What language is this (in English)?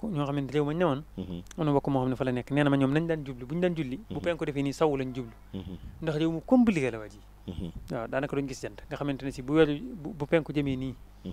Wolof